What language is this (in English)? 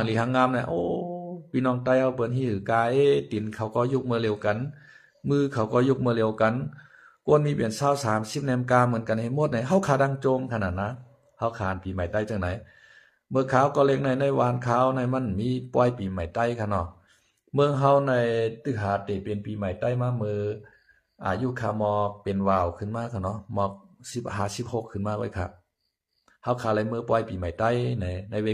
Shan